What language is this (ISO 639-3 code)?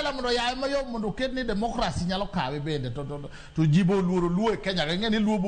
luo